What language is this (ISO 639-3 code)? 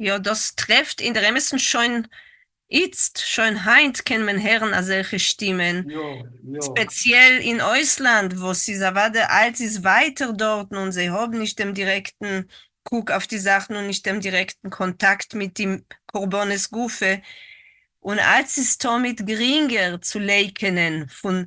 yid